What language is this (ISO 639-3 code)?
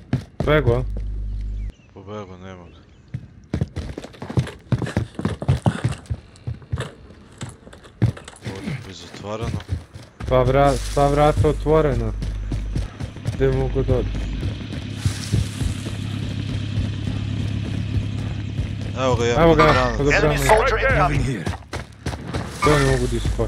hrv